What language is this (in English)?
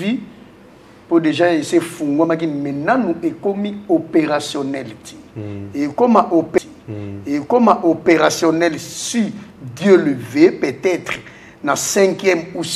Lingala